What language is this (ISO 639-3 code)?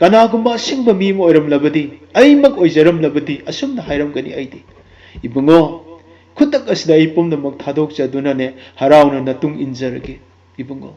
mni